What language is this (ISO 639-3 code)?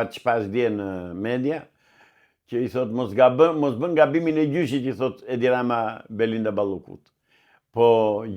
sqi